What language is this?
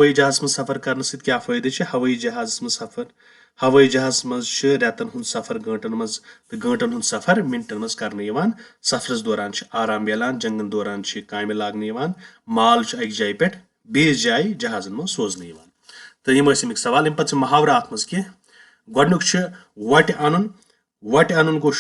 Kashmiri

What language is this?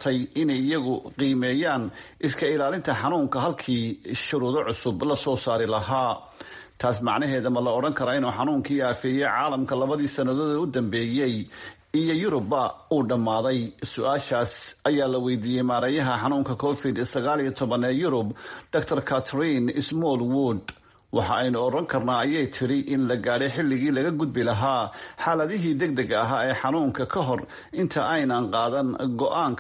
Somali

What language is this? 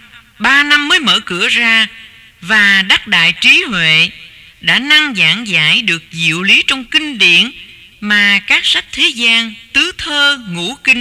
Vietnamese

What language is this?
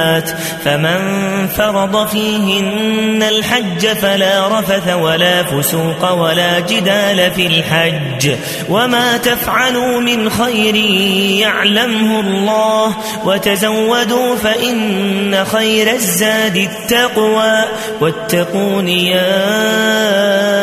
Arabic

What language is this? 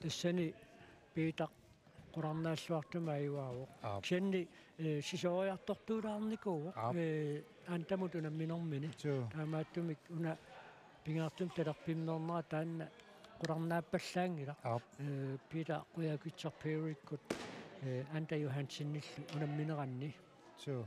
Kalaallisut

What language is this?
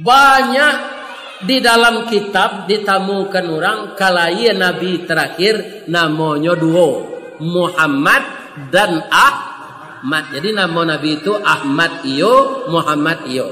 Minangkabau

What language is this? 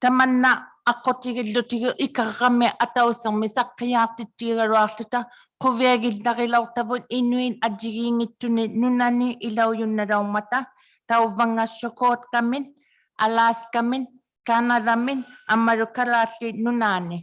Inuktitut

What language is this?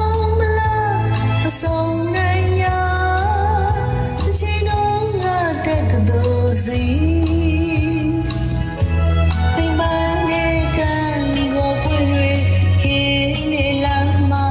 Burmese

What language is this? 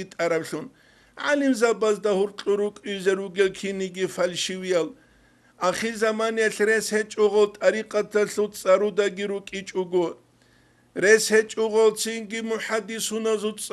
Avaric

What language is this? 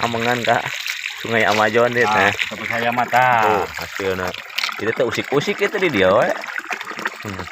Sundanese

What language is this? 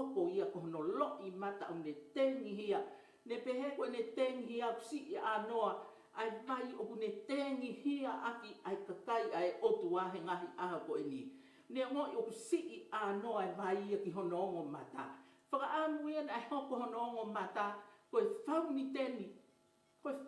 Tongan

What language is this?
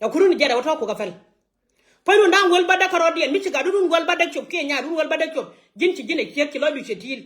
Nuer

